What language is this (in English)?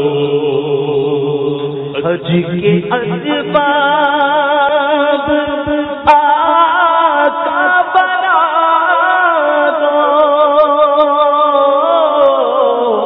Urdu